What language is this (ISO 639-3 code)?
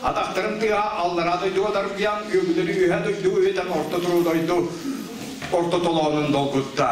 sah